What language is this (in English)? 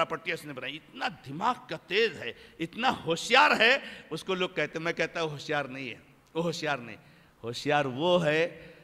Urdu